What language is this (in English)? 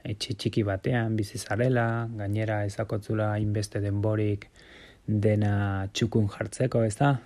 Basque